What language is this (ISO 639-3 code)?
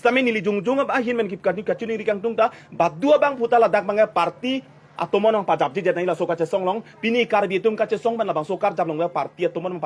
mjw